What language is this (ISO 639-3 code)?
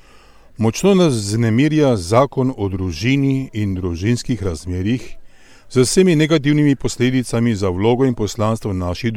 slv